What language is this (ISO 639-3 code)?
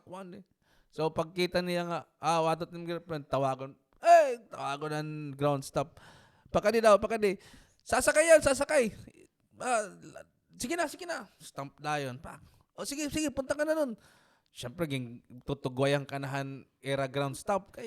war